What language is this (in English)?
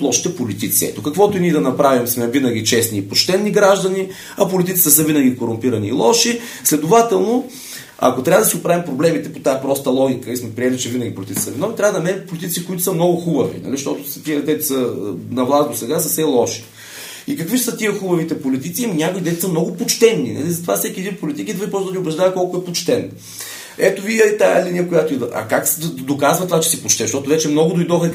Bulgarian